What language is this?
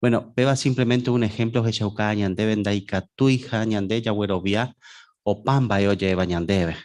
Guarani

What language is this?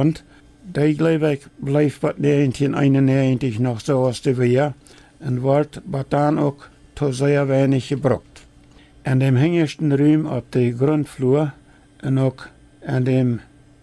Plautdietsch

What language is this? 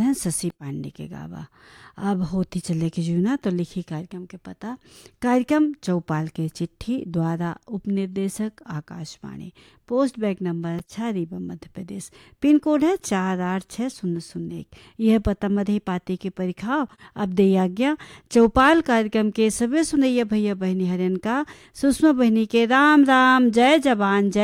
Bagheli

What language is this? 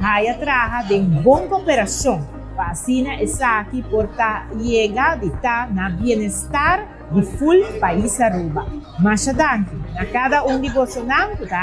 Papiamento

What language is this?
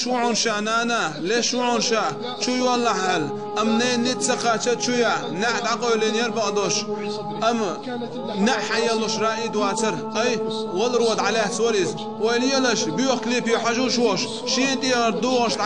Chechen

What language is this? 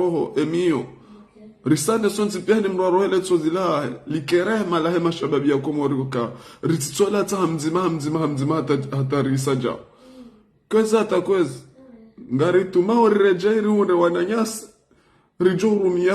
Ngazidja Comorian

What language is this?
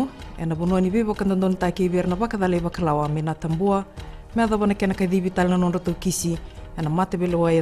Fijian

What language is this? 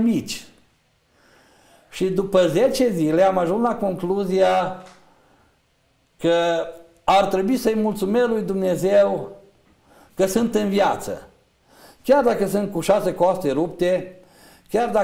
Romanian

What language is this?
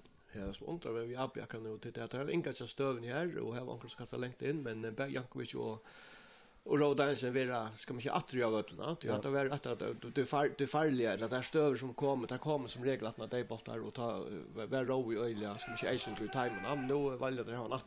Faroese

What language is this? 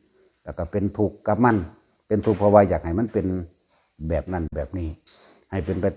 Northeastern Thai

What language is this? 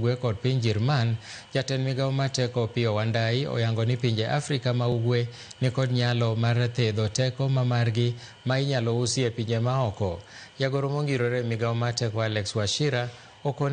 Luo (Kenya and Tanzania)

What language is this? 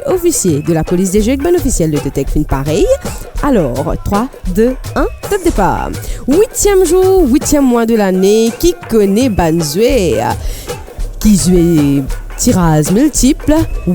Morisyen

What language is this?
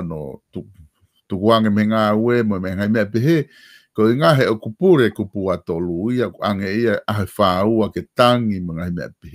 Tongan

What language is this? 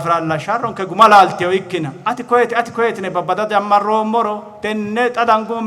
Sidamo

